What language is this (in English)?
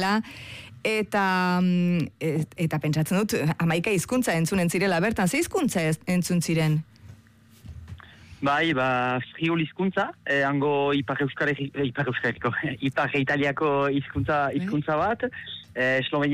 Basque